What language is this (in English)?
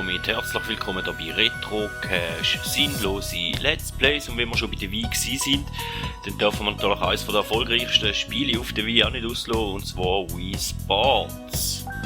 Swiss German